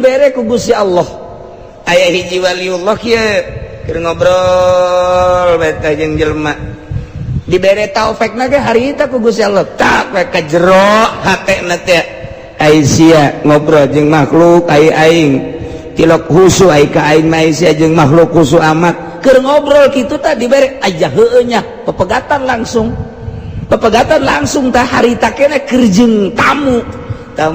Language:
Sundanese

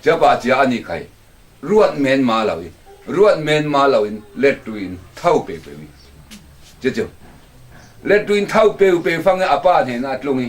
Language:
Falam Chin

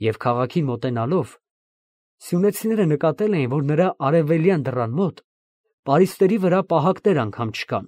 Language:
Armenian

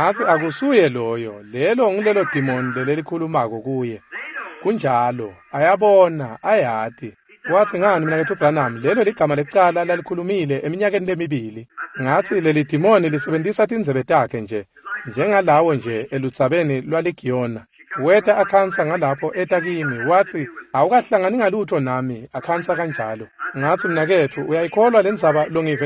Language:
Swati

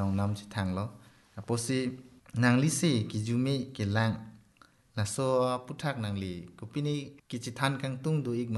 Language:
Karbi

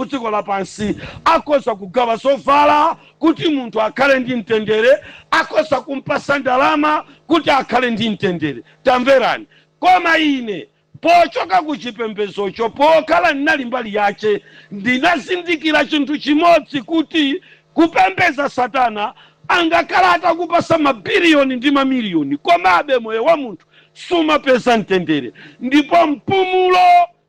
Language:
Nyanja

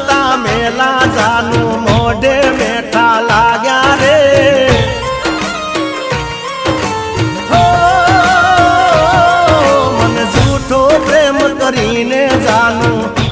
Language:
Gujarati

